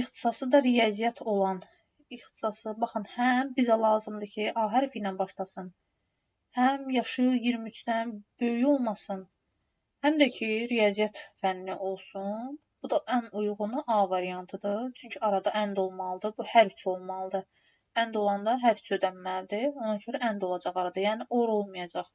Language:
Azerbaijani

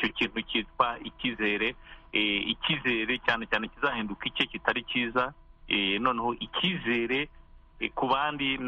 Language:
Kinyarwanda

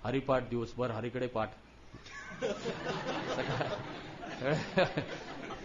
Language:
Marathi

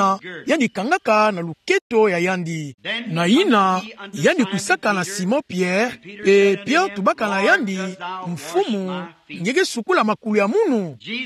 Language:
Kituba (Democratic Republic of Congo)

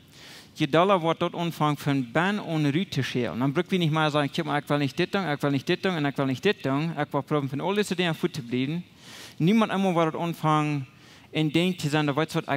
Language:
Plautdietsch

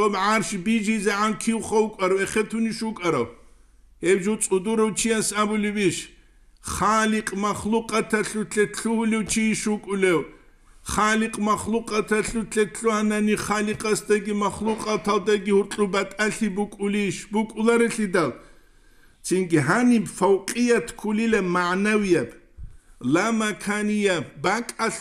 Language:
Avaric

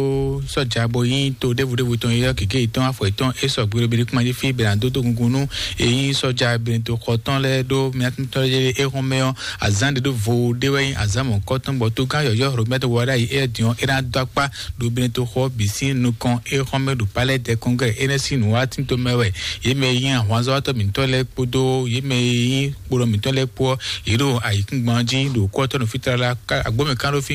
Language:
Fon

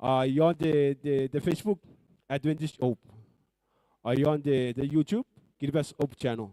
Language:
Gilbertese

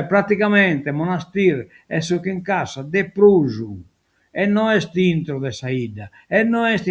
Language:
Sardinian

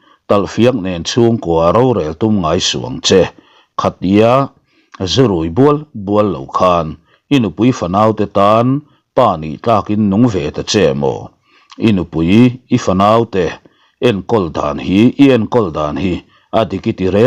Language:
Mizo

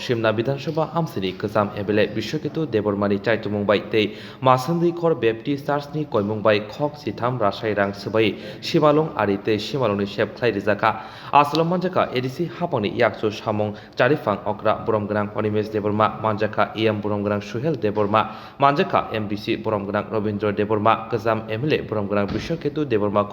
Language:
Kok Borok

